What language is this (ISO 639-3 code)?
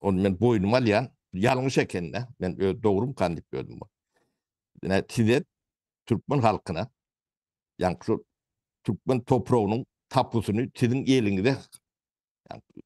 tuk